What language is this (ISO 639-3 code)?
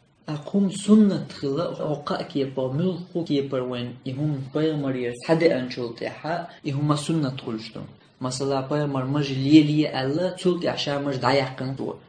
che